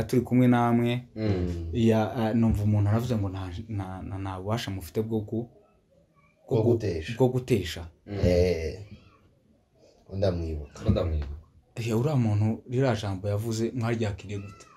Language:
Kinyarwanda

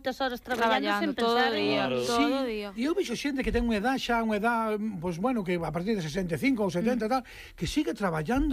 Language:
Galician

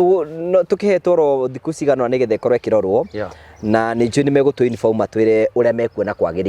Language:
Kikuyu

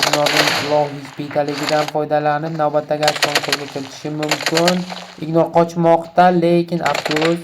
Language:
Uzbek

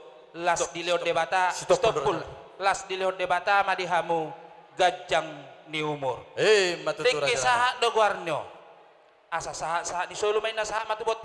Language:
Batak Toba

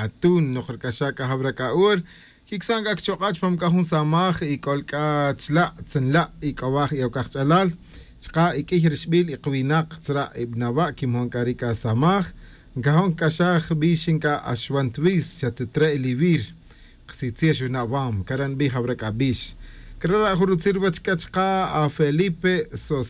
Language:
Tz'utujil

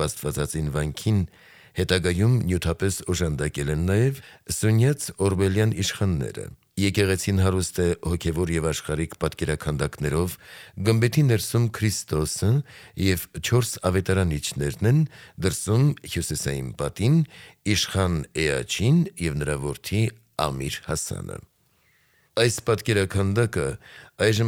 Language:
Armenian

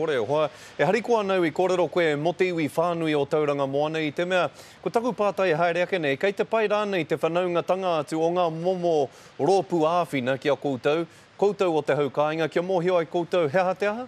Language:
Māori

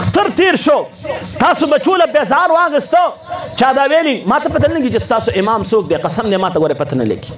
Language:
Pashto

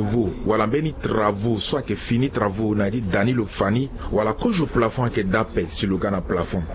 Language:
Sango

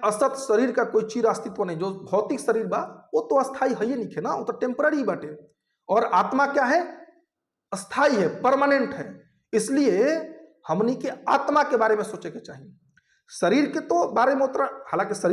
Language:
Bhojpuri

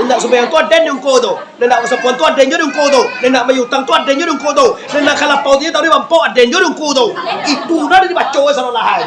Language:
Minangkabau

